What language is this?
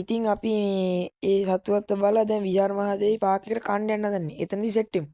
Sinhala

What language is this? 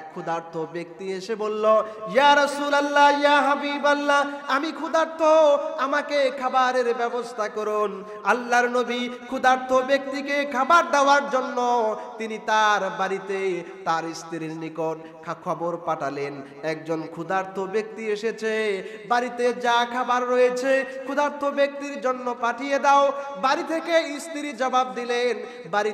Bangla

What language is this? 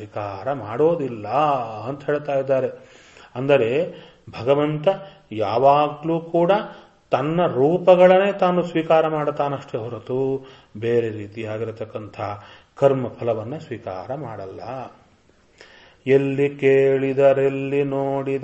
Kannada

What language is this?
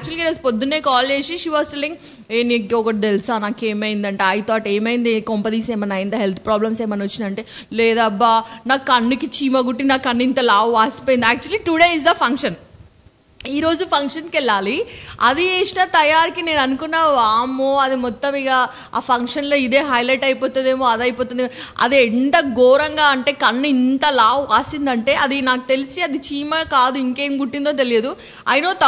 Telugu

